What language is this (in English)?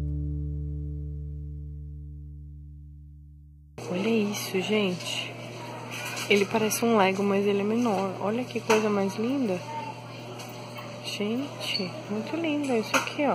Portuguese